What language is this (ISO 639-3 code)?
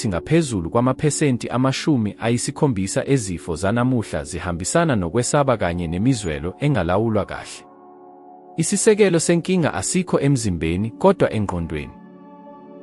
zul